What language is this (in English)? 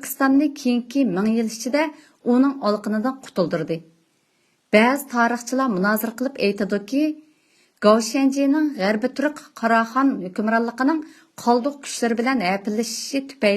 Uyghur